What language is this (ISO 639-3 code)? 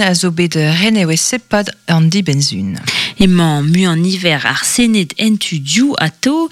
bre